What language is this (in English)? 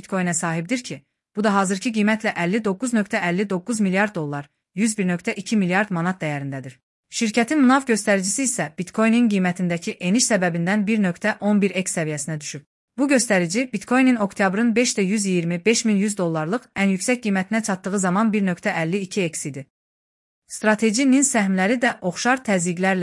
Azerbaijani